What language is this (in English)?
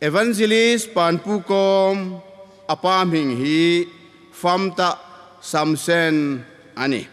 Hmar